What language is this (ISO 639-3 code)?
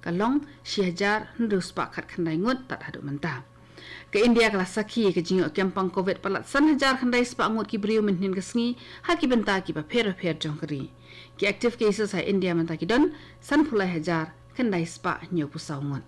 kha